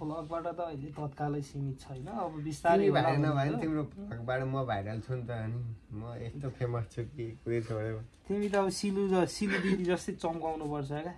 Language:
Nepali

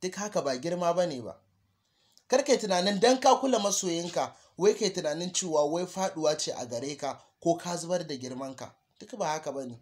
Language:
Hausa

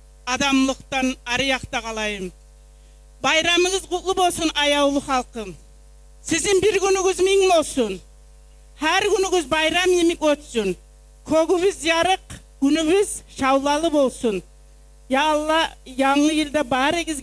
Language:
Kumyk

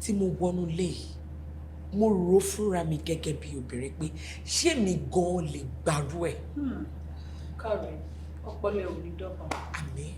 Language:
Yoruba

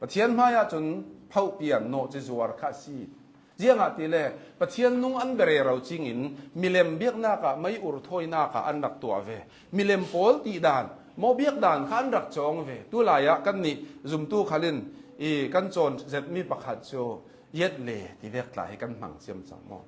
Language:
Hakha Chin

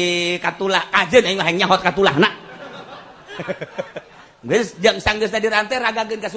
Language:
Sundanese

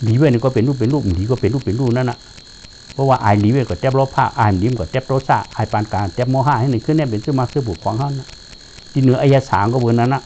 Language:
Shan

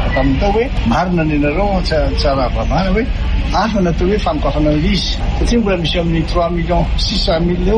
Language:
Malagasy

